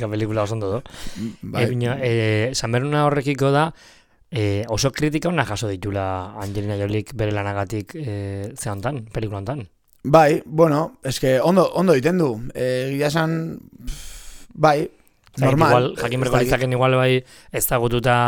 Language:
Basque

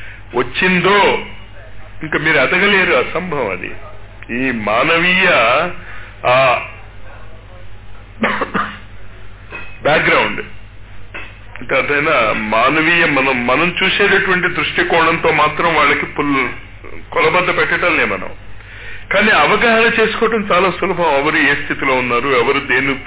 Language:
Telugu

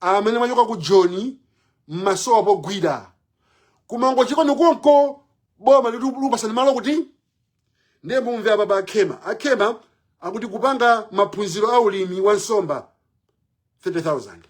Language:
Nyanja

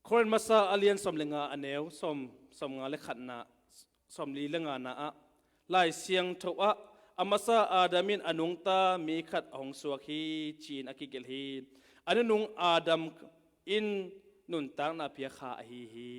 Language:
Tedim Chin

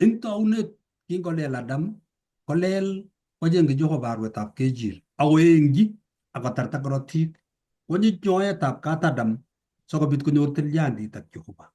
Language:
Kalenjin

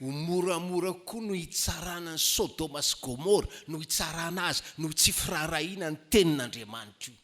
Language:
Malagasy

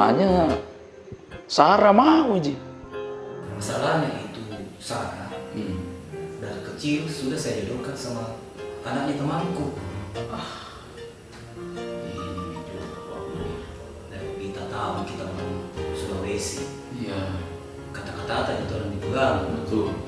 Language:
Makassar Malay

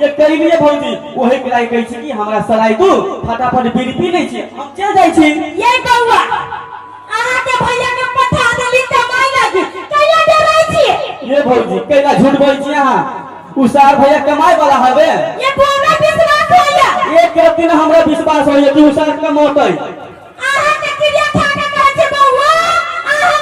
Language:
Maithili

